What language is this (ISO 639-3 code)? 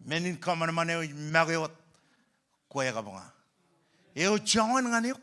mah